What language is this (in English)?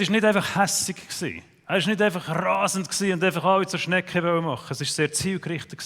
Swiss German